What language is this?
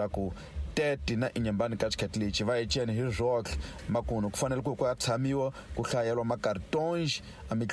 Tsonga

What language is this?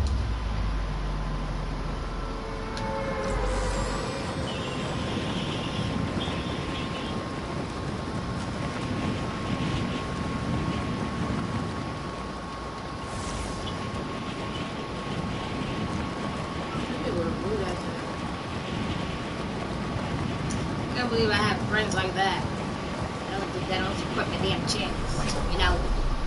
English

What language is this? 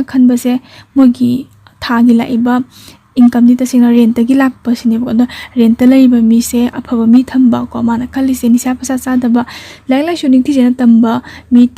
Manipuri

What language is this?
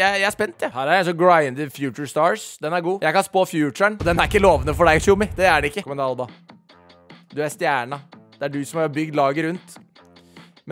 Norwegian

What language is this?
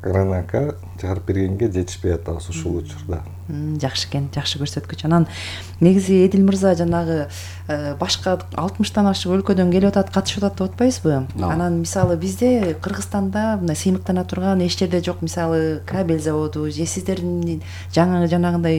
Kyrgyz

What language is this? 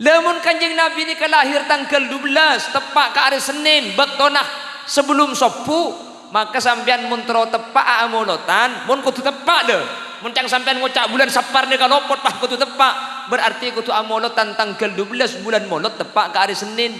Madurese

